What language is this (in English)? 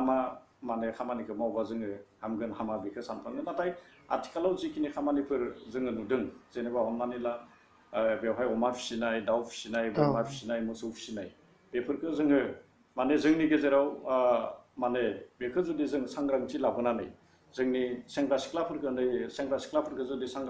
Bodo